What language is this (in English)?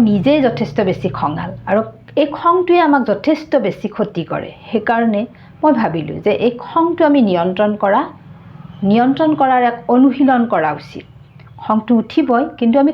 Assamese